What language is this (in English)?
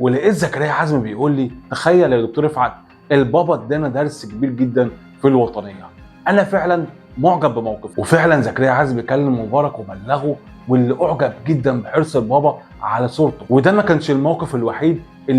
Egyptian Arabic